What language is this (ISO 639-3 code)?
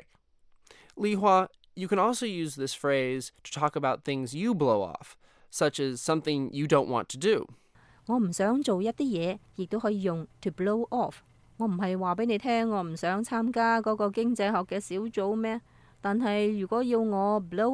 yue